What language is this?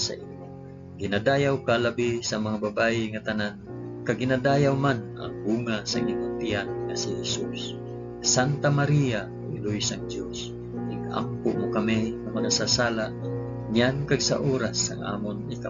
Hiligaynon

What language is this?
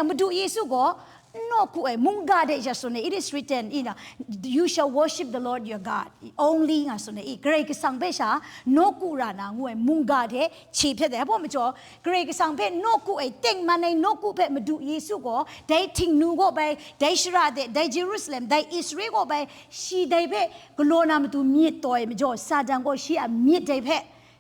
Kachin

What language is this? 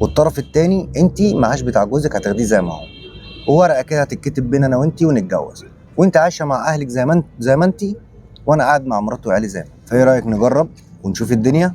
Egyptian Arabic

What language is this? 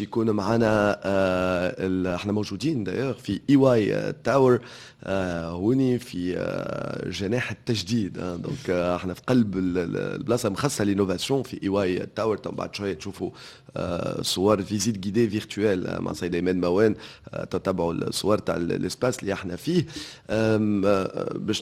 Tunisian Arabic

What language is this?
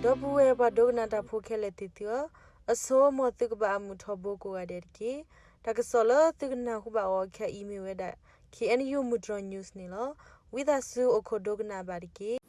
S'gaw Karen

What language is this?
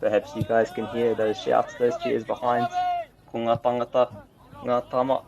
Māori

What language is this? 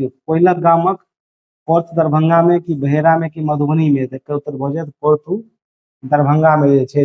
Maithili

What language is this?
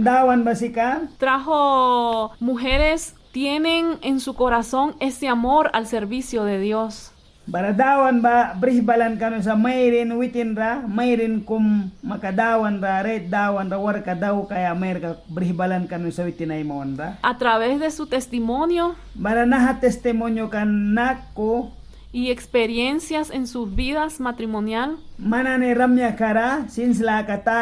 Mískito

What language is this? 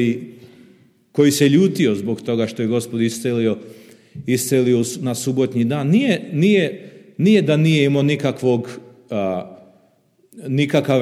Serbian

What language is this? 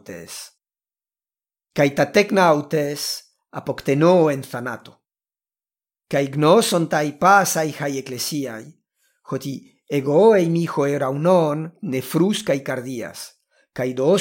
Ancient Greek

